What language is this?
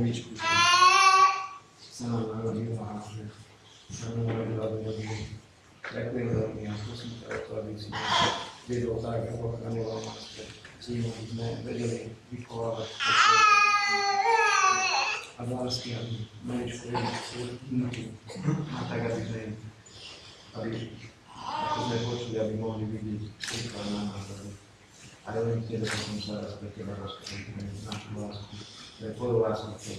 Slovak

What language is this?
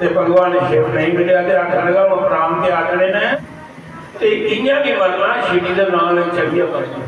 Dogri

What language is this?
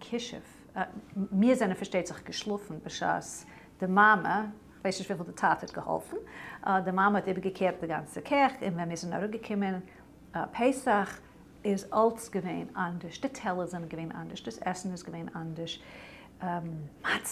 Yiddish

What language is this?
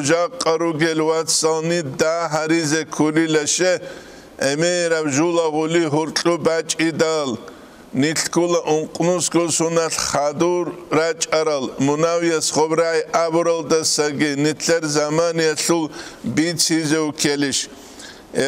Avaric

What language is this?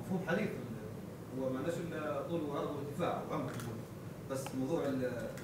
Libyan Arabic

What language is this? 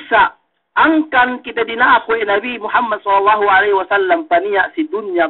Yakan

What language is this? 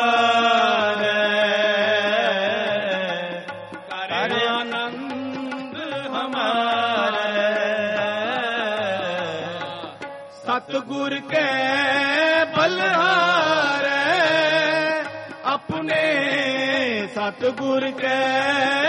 Punjabi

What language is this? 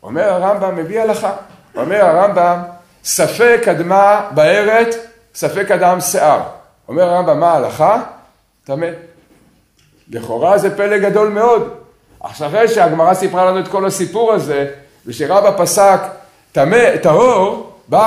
Hebrew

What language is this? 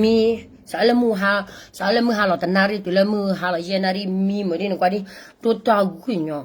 S'gaw Karen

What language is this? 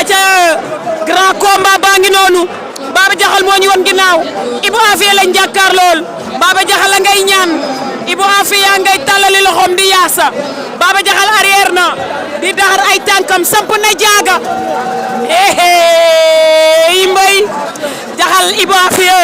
Wolof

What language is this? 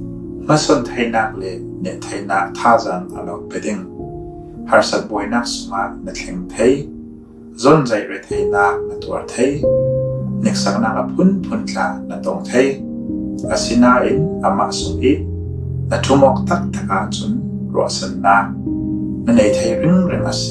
Falam Chin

